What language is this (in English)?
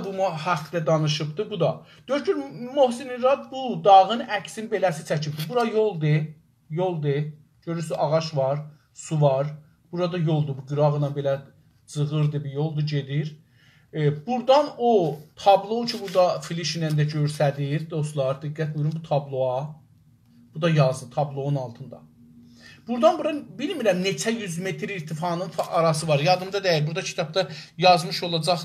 South Azerbaijani